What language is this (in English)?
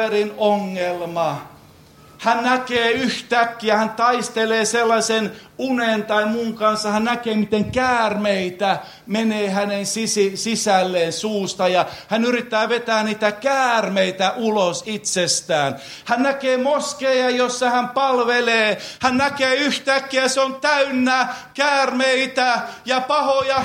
Finnish